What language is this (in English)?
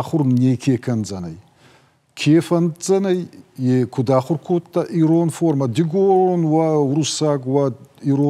Ossetic